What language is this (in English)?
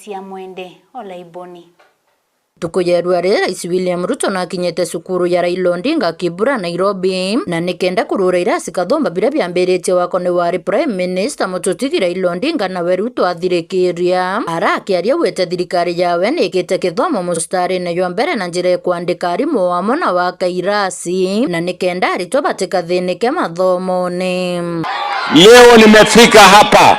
Meru